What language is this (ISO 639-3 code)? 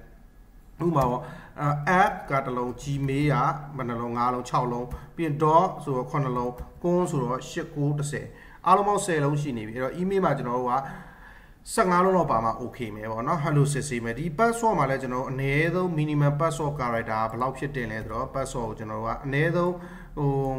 mya